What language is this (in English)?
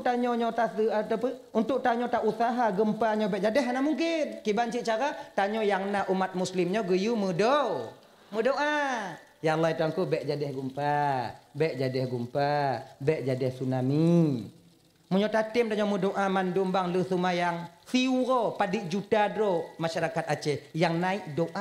Achinese